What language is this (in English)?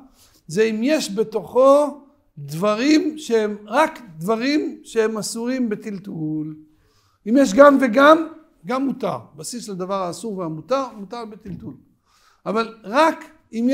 Hebrew